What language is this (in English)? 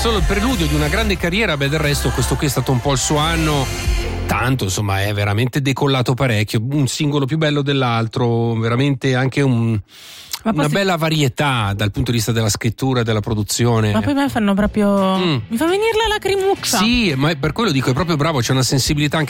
Italian